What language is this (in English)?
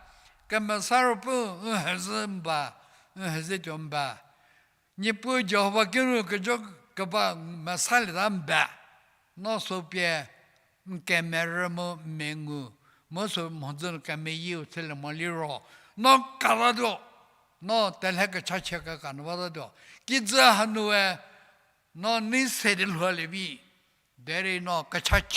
Angami Naga